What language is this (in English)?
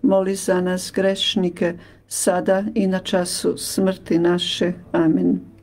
Croatian